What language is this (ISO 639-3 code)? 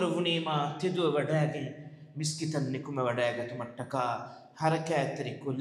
div